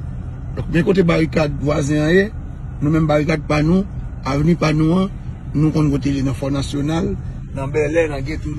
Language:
Haitian Creole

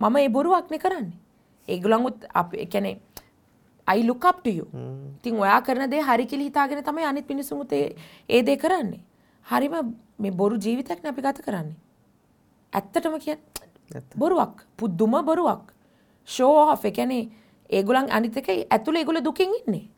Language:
Sinhala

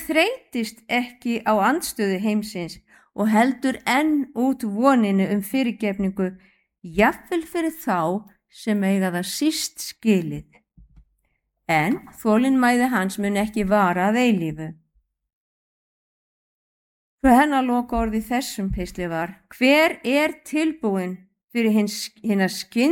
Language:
Icelandic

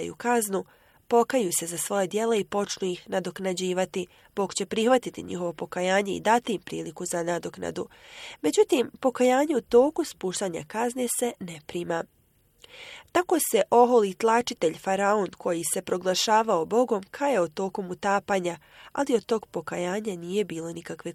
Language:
Bosnian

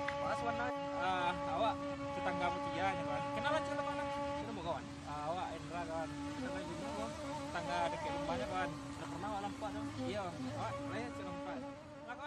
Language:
Minangkabau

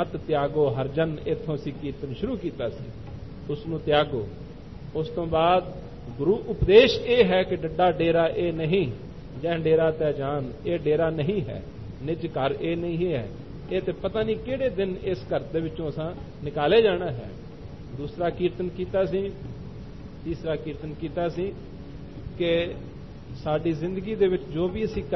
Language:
Punjabi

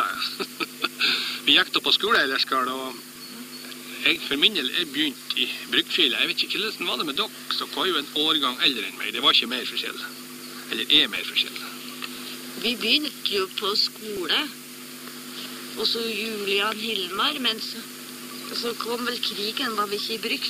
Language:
Norwegian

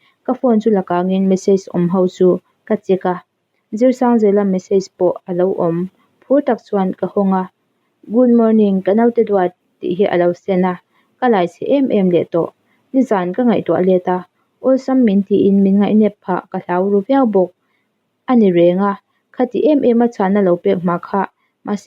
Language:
Mizo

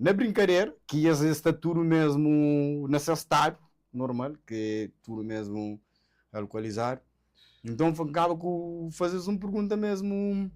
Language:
Kabuverdianu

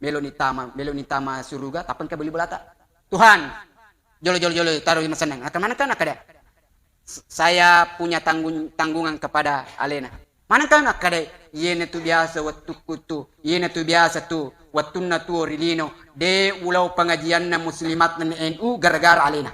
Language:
Buginese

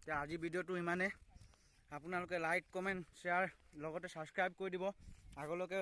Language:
Assamese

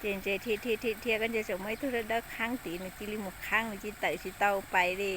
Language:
Hmong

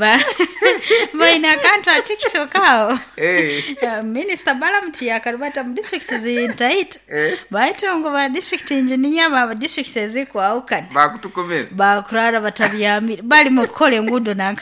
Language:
Nyoro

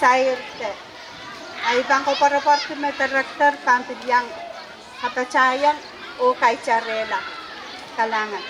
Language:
Pohnpeian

